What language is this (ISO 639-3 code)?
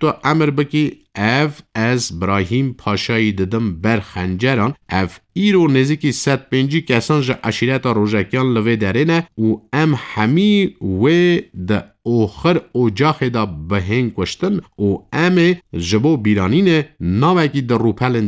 kur